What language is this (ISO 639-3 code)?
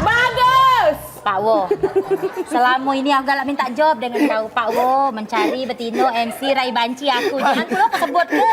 mui